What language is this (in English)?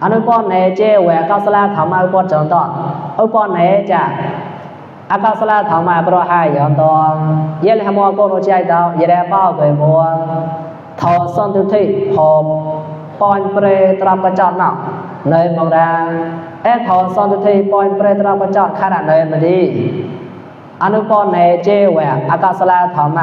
Mon